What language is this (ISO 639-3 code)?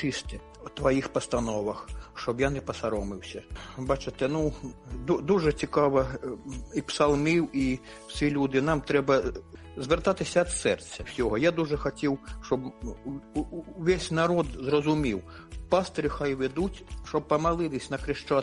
ukr